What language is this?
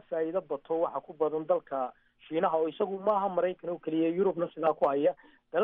Somali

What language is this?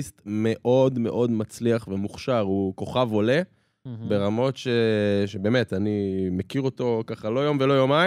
Hebrew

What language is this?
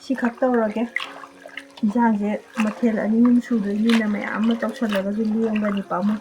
Manipuri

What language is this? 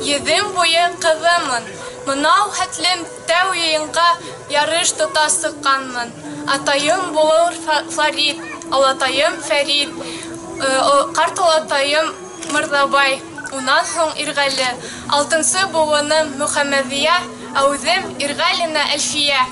Bashkir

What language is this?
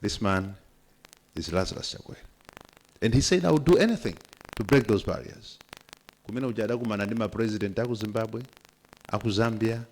Nyanja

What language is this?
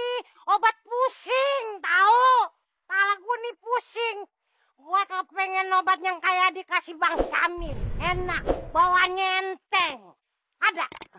Betawi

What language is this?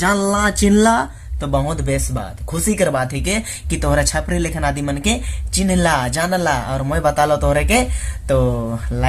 Sadri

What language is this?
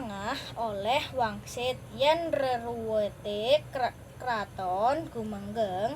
Javanese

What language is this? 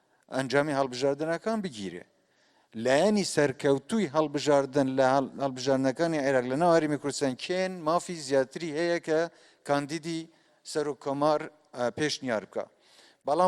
Central Kurdish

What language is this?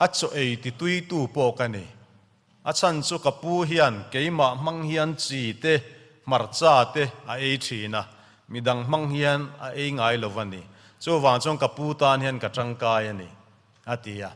Mizo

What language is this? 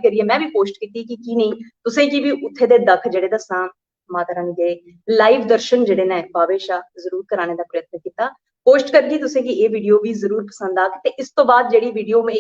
Dogri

